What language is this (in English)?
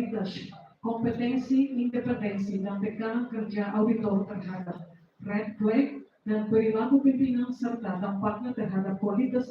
Tetum